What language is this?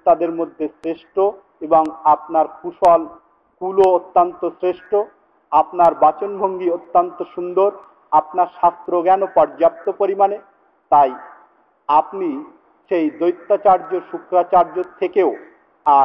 Bangla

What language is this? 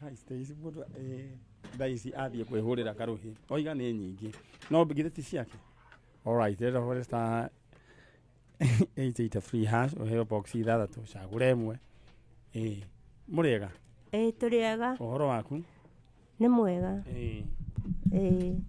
Kikuyu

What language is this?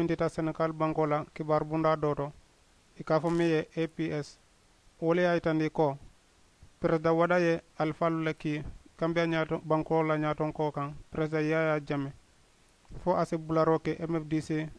Mandingo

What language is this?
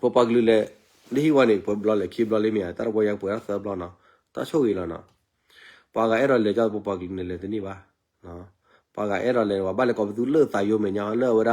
S'gaw Karen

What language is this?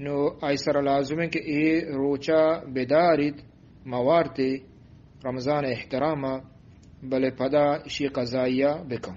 Eastern Balochi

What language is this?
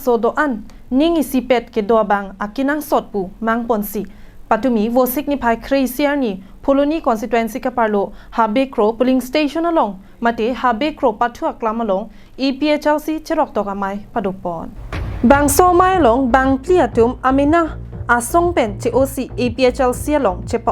Karbi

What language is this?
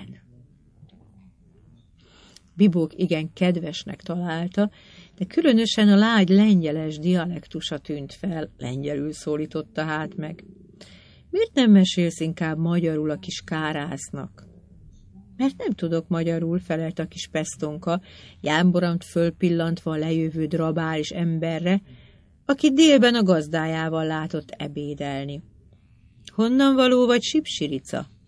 Hungarian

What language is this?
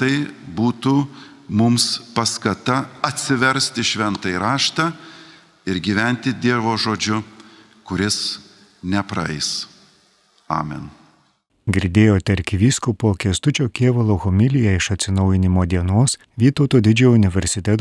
Lithuanian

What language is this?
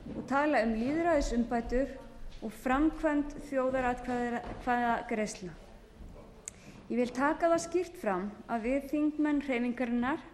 Icelandic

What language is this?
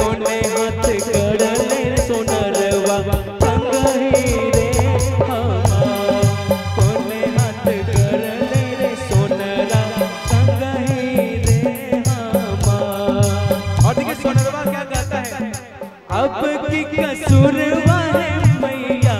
Bhojpuri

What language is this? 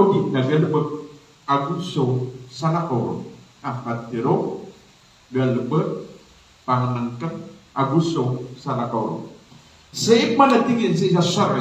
Maranao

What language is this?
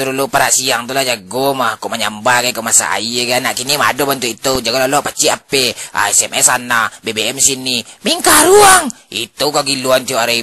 Minangkabau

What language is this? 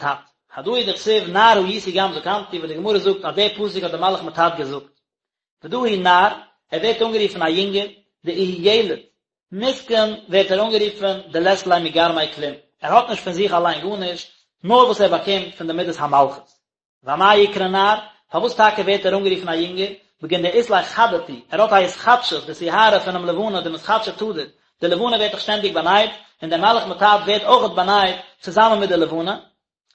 Yiddish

